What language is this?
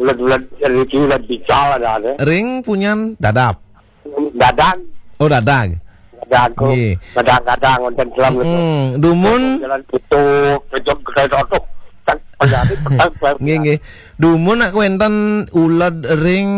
Balinese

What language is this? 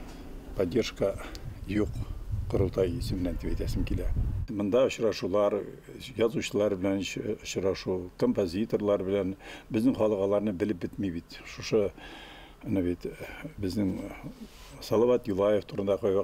Bashkir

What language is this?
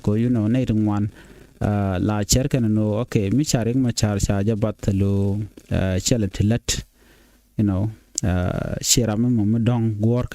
Nuer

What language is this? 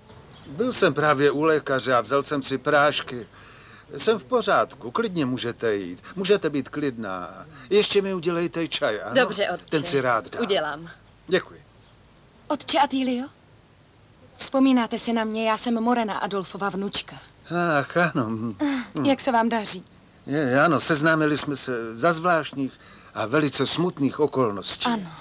Czech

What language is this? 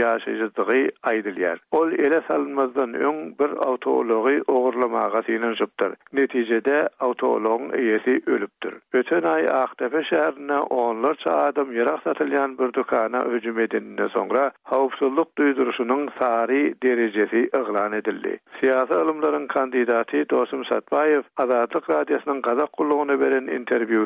Turkmen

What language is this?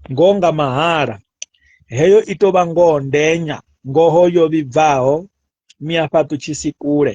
Venda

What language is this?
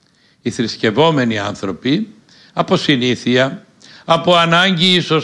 Greek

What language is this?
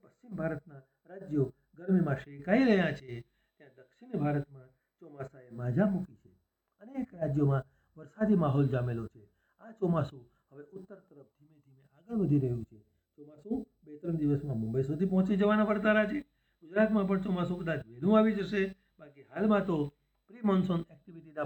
Gujarati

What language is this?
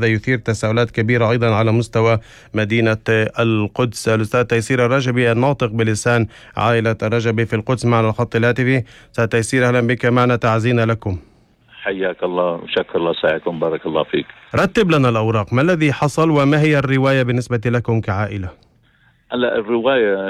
North Levantine Arabic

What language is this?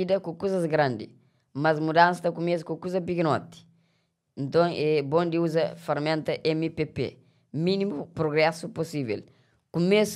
Kabuverdianu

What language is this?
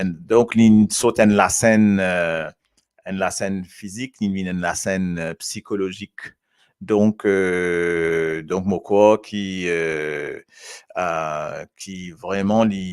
Morisyen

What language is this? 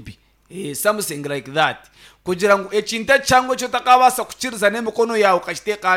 Nyankole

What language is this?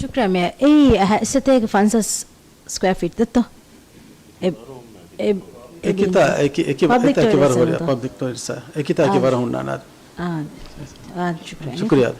Divehi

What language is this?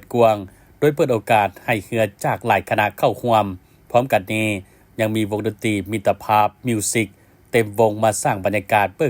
Lao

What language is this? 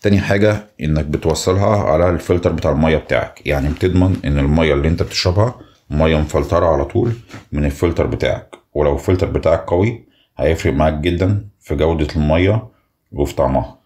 Egyptian Arabic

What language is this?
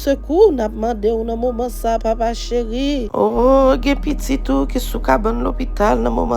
Haitian Creole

